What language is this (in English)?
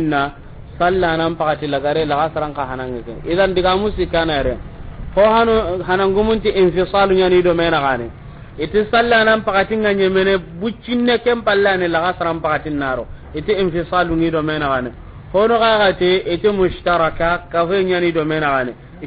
Soninke